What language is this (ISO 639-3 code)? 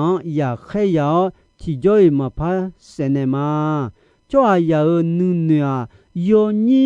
ahk